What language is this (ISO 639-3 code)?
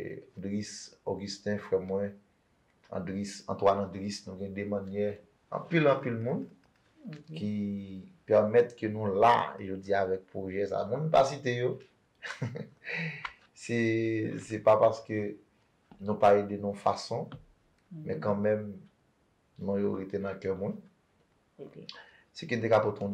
hat